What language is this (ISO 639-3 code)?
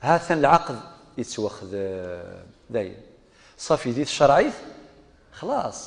kab